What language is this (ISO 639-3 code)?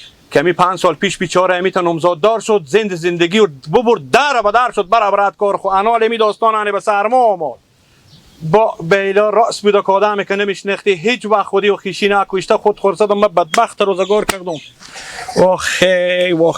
haz